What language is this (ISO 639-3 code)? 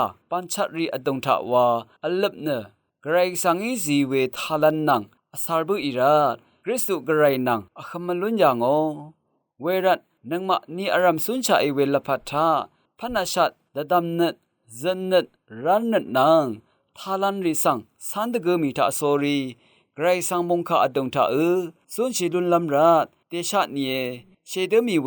raw